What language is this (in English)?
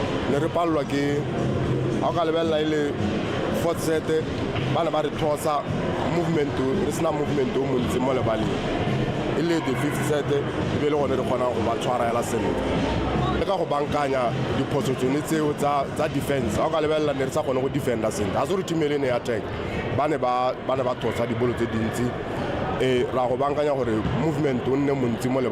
Tswana